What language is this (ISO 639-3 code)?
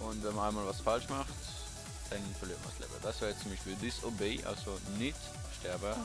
gsw